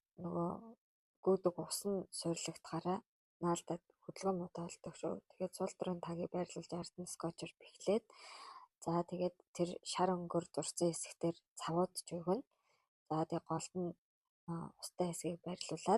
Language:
Mongolian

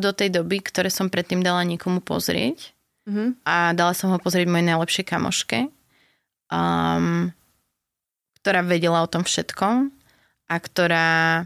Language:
Slovak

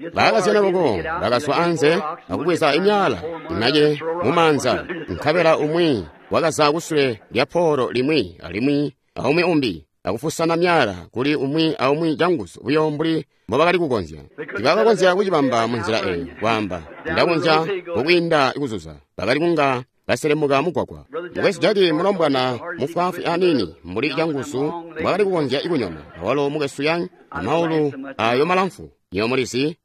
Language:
Tonga (Zambia)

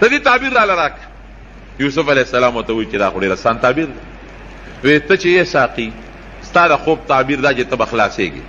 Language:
Pashto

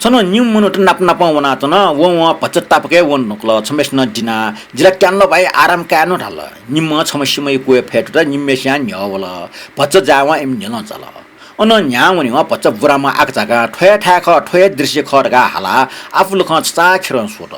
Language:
Newari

